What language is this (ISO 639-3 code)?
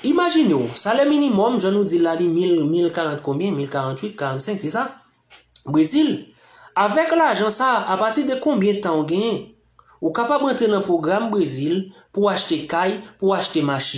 hat